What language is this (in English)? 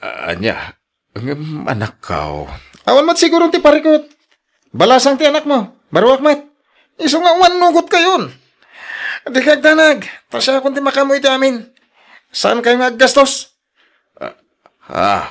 Iloko